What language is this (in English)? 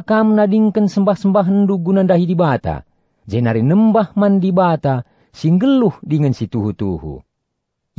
Batak Karo